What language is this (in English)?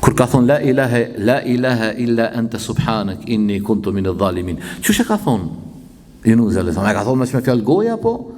Albanian